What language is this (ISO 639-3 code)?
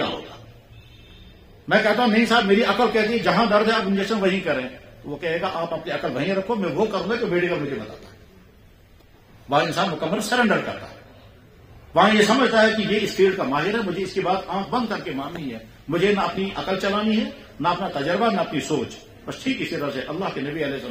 urd